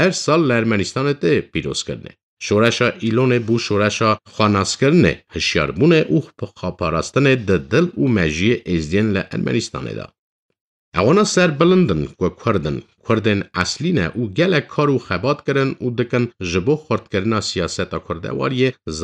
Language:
Kurdish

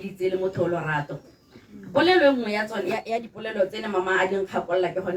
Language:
Tswana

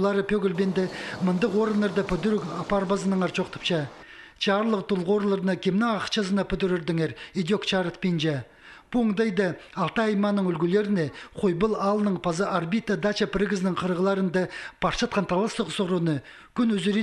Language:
Khakas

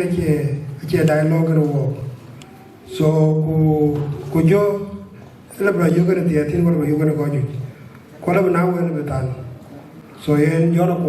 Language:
Dinka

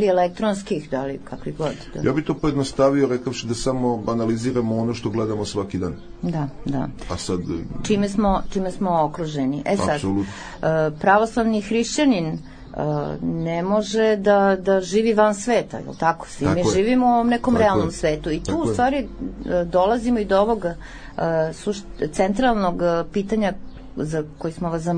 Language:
Serbian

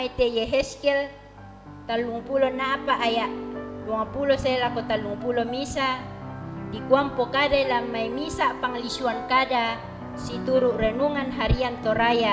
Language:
Toraja-Sa'dan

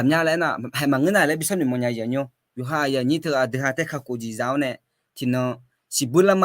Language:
Akha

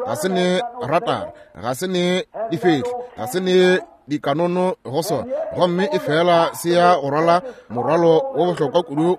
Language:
Northern Sotho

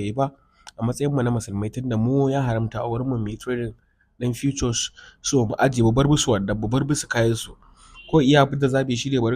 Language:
Hausa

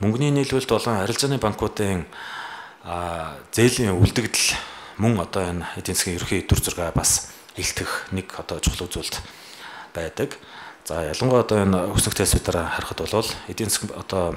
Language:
Mongolian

